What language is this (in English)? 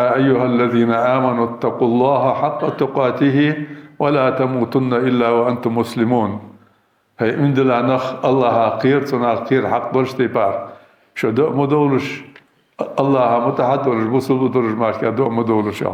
Ingush